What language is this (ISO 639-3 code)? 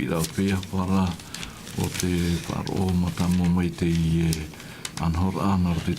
tah